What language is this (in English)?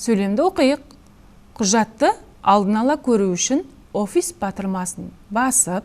Kazakh